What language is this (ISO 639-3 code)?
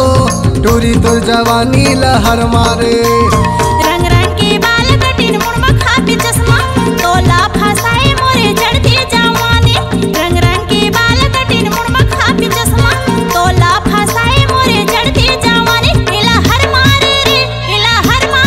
hne